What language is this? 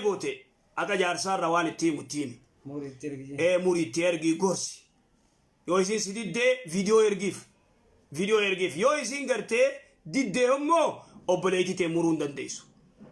Oromo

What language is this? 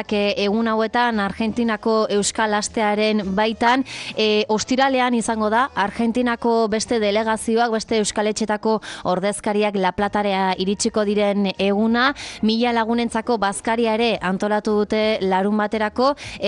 Basque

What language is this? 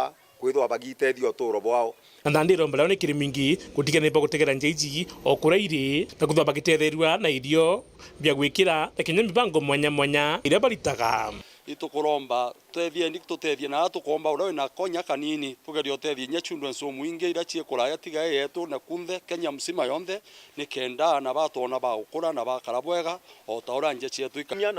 Meru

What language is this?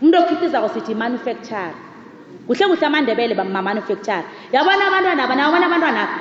South Ndebele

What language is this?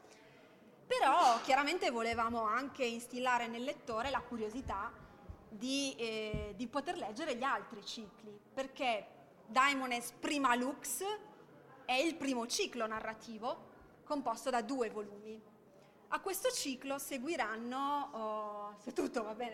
Italian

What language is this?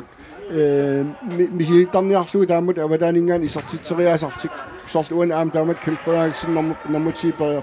Kalaallisut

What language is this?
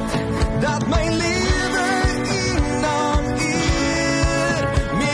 Afrikaans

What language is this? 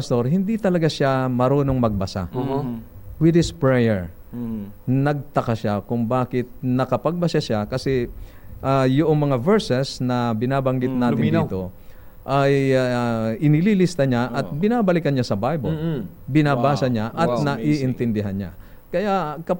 Filipino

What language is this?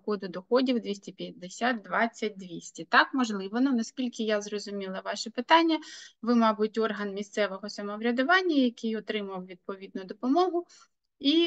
Ukrainian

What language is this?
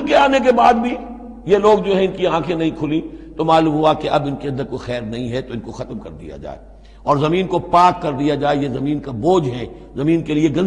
Urdu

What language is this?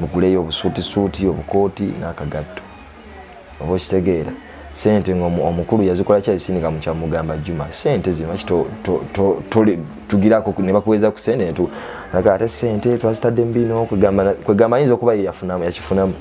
Ganda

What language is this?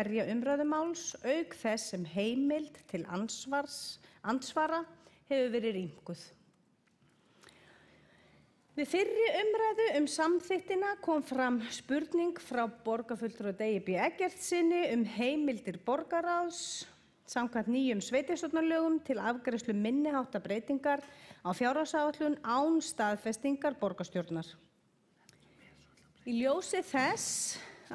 Icelandic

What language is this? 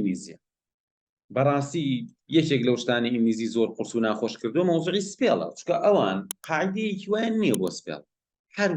Central Kurdish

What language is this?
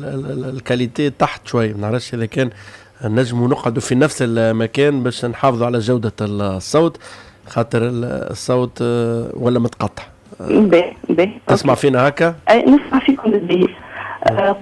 Tunisian Arabic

